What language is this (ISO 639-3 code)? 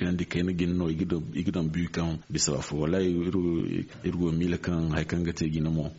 dje